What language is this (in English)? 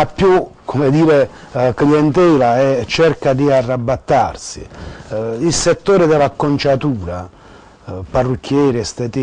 Italian